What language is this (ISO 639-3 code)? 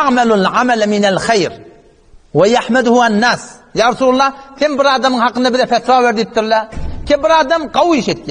tuk